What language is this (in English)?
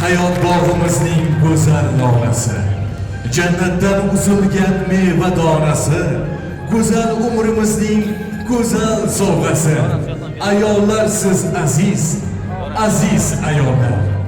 Kara-Kalpak